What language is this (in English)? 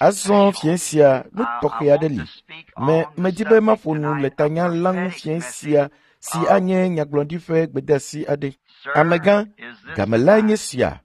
Ewe